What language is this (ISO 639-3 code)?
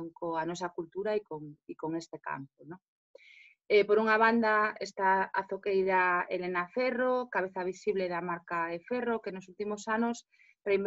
glg